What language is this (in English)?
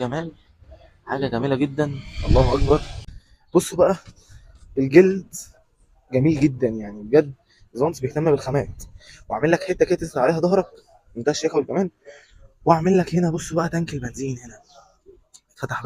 Egyptian Arabic